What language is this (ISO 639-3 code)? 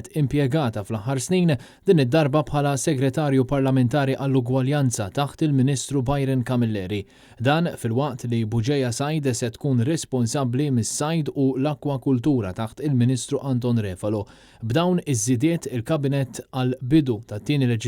mlt